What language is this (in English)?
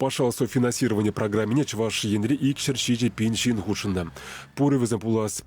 Chuvash